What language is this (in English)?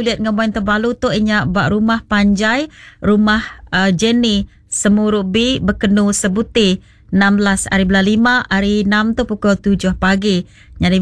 Iban